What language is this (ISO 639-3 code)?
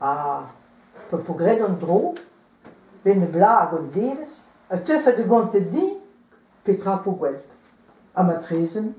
bre